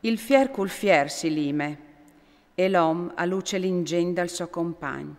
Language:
Friulian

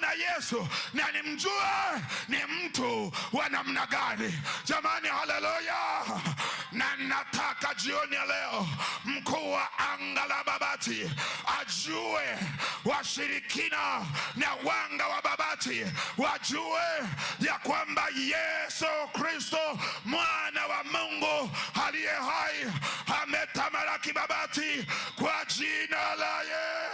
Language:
Swahili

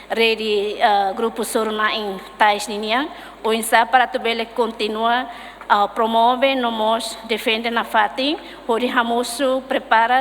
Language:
Tetum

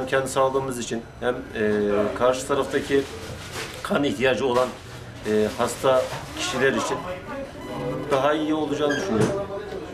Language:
Turkish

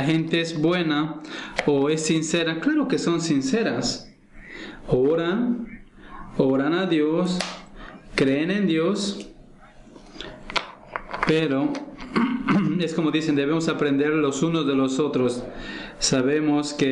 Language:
Spanish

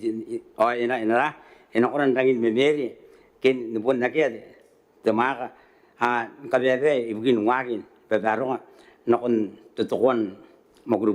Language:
Gilbertese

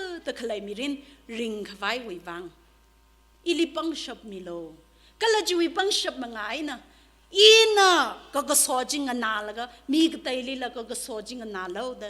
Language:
Tangkhul Naga (India)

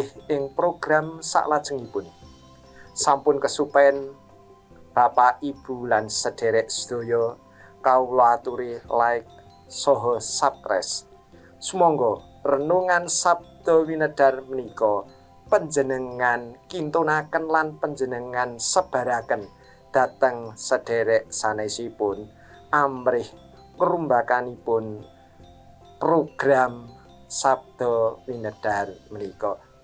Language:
Javanese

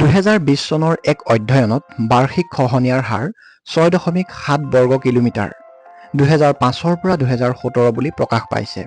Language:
Assamese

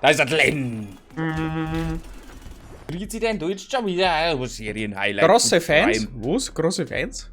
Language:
Bavarian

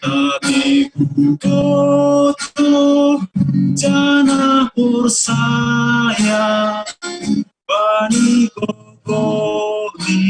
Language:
Batak Simalungun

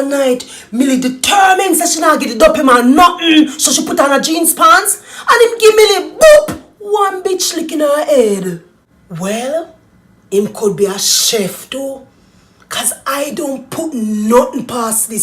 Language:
Jamaican Creole English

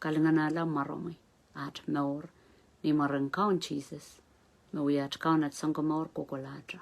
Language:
Pohnpeian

